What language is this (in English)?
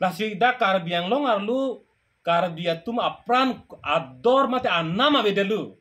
Karbi